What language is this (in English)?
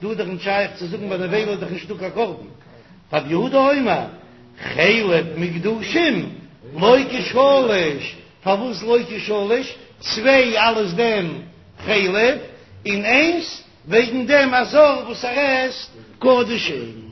Yiddish